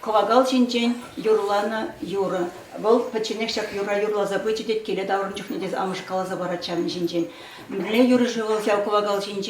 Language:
Chuvash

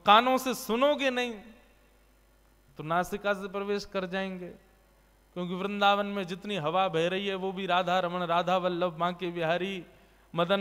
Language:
Hindi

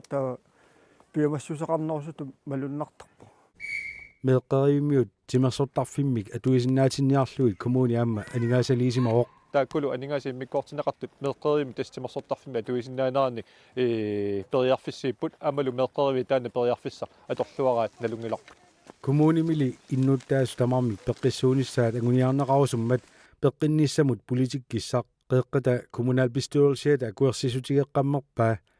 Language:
Kalaallisut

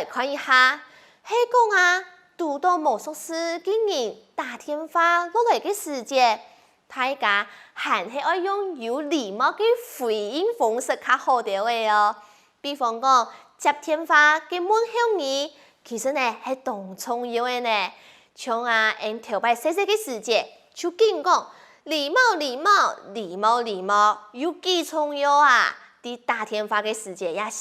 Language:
Hakka Chinese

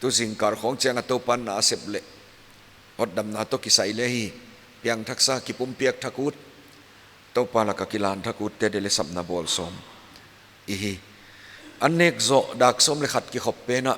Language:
Paite Chin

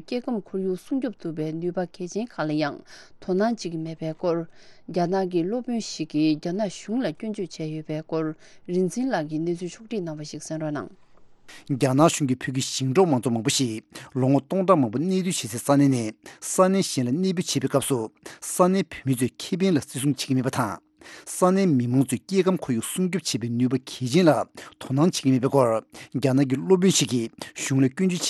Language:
Tibetan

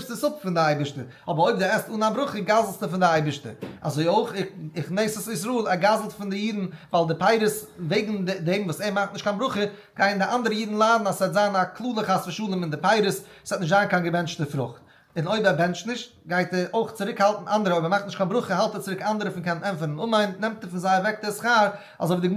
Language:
Yiddish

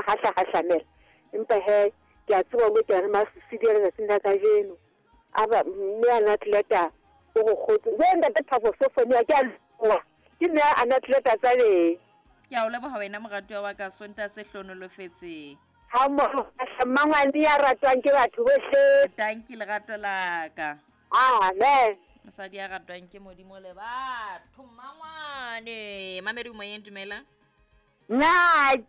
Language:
Southern Sotho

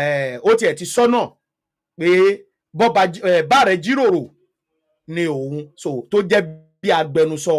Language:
Yoruba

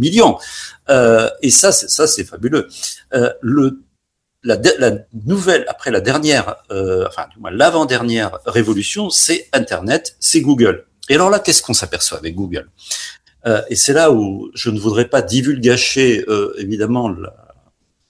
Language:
French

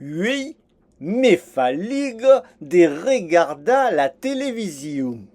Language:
Occitan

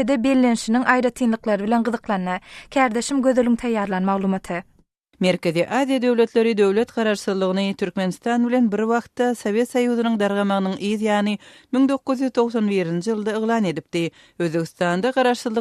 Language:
Turkmen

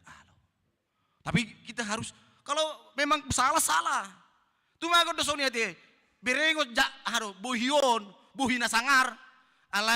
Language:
Batak Toba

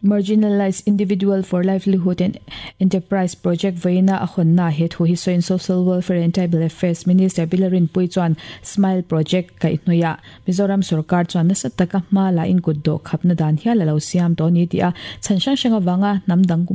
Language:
Mizo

